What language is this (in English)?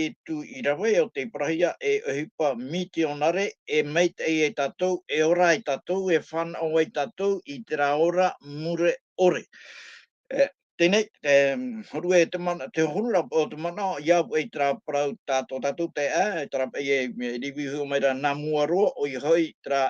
Tahitian